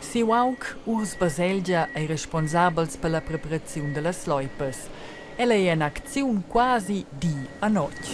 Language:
Romansh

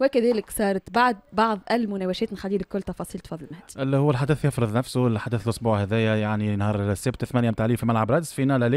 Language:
Tunisian Arabic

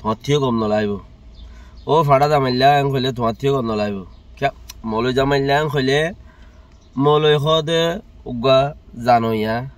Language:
Rohingya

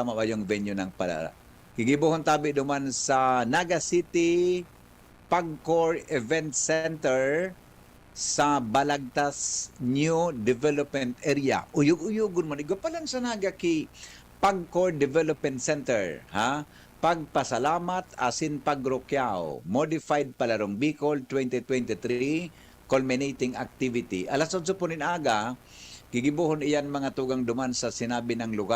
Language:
Bikol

